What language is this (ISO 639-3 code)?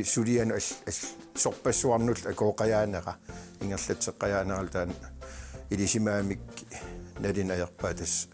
kal